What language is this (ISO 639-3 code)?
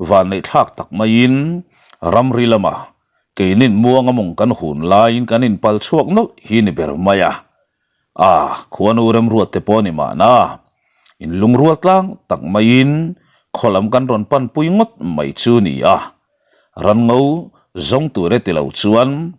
lus